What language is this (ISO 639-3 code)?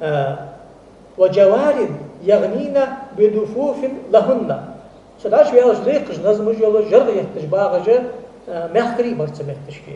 inh